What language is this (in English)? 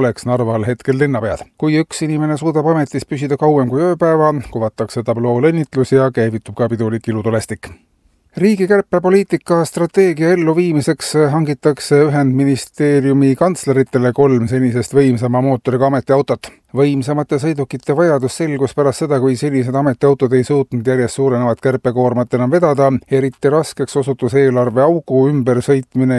Estonian